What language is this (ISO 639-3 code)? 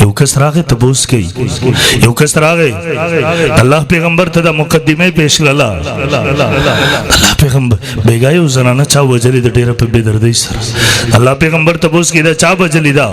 pus